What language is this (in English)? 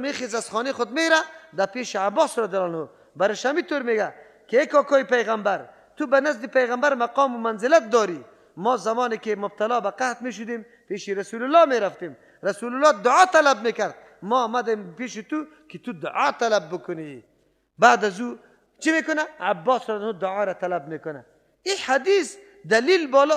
Persian